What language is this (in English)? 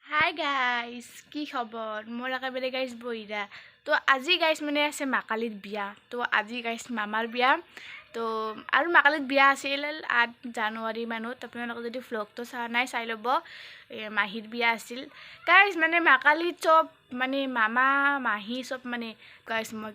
Assamese